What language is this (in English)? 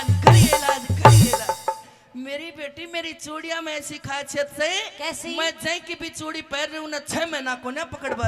Haryanvi